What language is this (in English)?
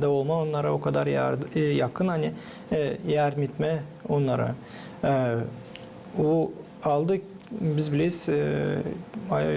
Gagauz